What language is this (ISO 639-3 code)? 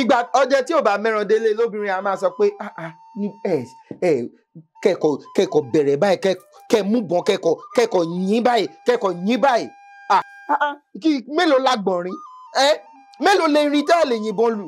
yor